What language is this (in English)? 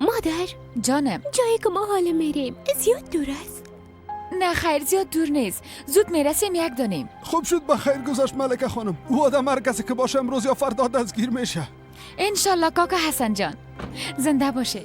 Persian